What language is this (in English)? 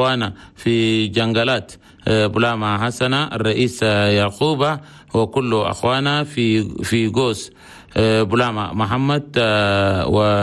Chadian Arabic